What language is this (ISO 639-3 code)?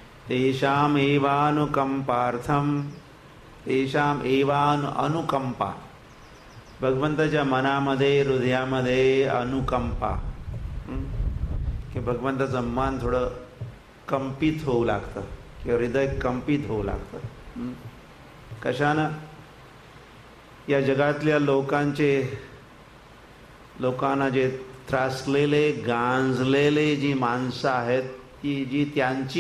mar